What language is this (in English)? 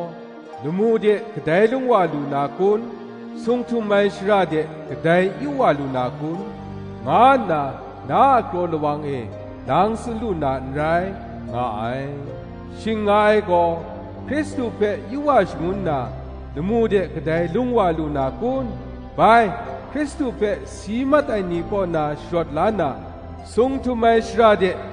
Kachin